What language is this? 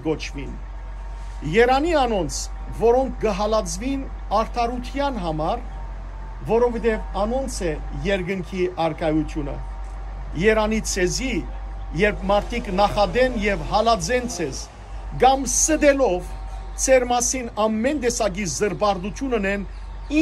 Western Armenian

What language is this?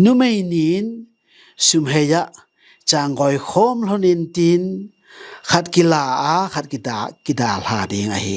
Tedim Chin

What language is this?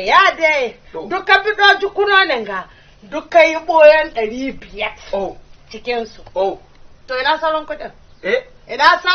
Hausa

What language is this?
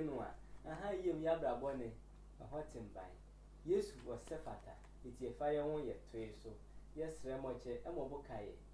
Sehwi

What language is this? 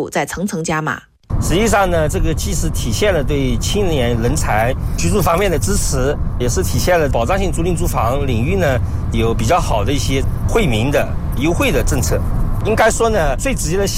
Chinese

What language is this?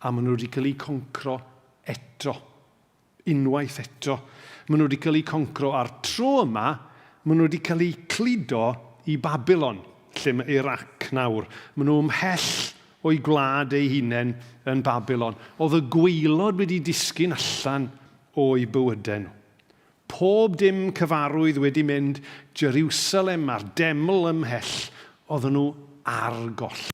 Welsh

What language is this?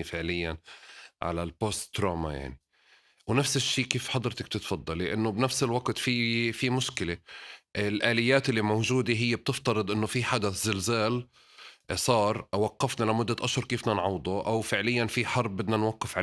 North Levantine Arabic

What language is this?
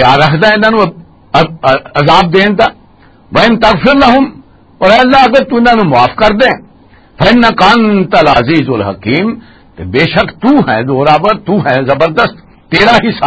Western Panjabi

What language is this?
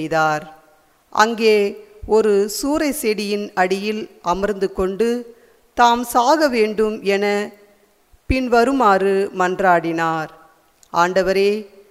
Tamil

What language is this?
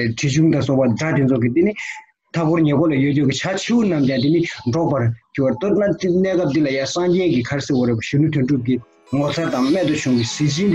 Tibetan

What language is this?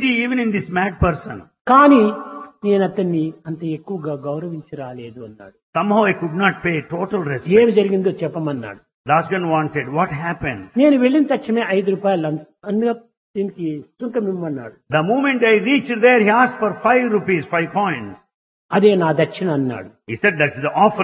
Telugu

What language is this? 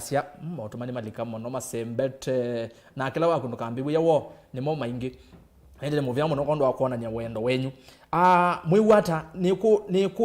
Kamba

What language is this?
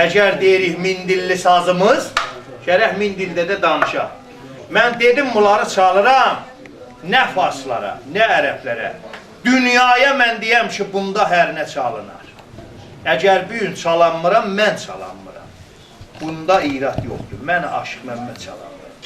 South Azerbaijani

